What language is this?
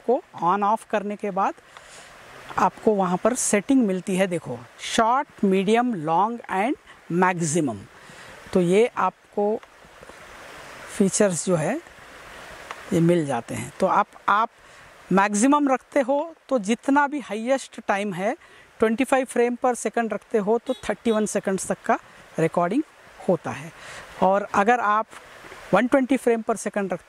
Hindi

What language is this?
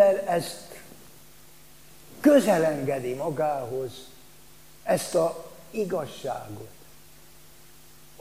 Hungarian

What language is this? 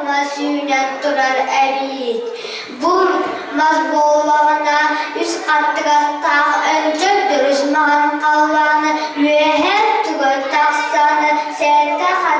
Yakut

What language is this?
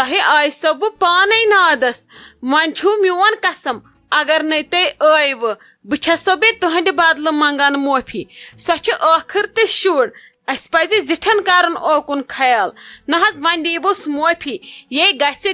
Kashmiri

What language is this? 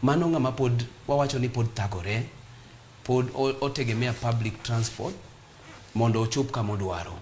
Luo (Kenya and Tanzania)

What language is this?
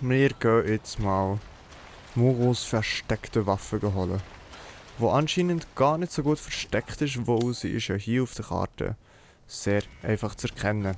Swiss German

